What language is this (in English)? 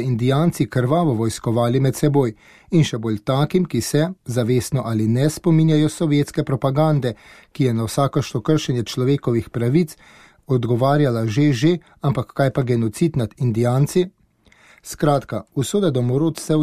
Slovenian